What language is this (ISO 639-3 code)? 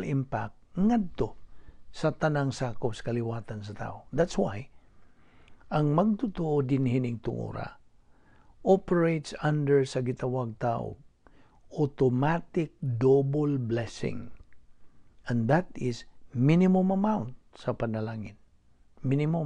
ceb